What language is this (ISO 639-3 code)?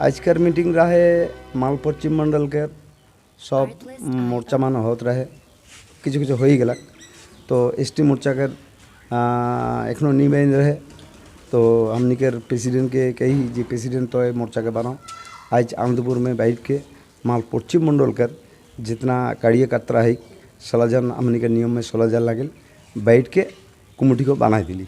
sck